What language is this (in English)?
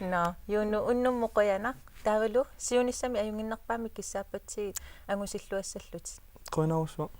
Kalaallisut